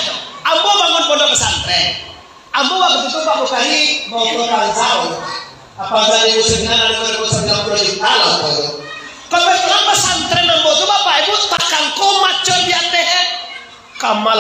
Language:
Minangkabau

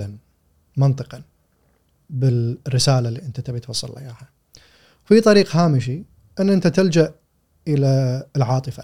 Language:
Gulf Arabic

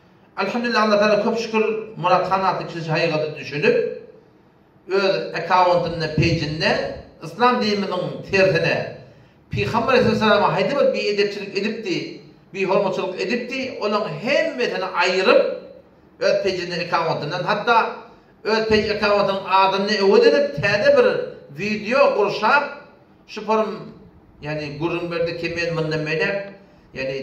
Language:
Turkmen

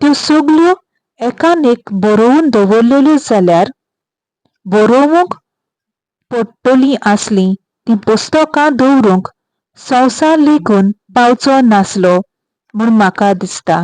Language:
Konkani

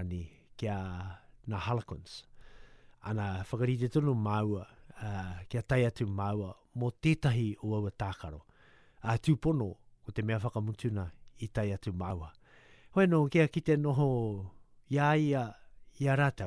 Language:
Māori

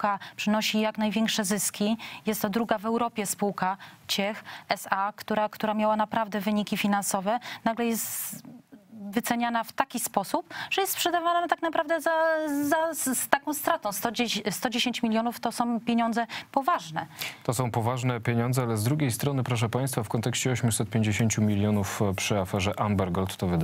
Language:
Polish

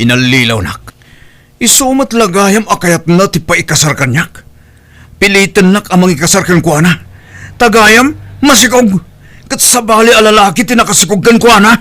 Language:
Iloko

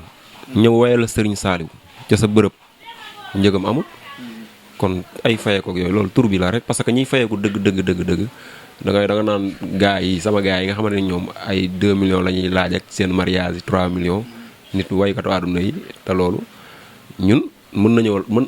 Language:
Wolof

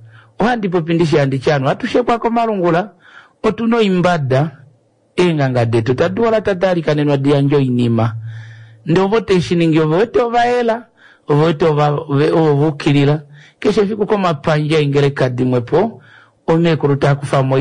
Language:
Kuanyama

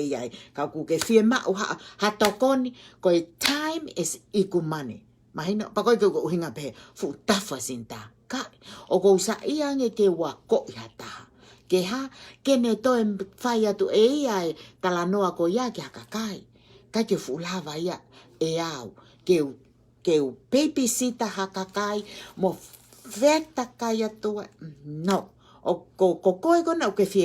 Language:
Tongan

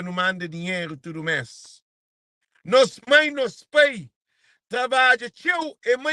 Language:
Kabuverdianu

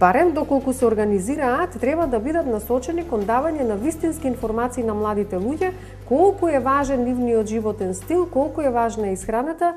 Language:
Macedonian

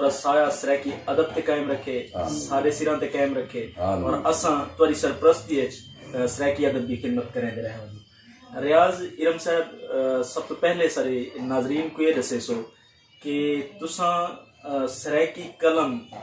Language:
Saraiki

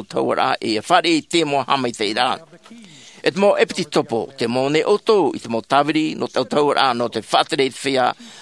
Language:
Tahitian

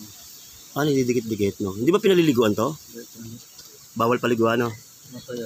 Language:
Filipino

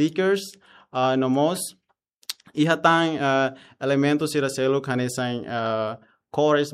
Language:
Tetum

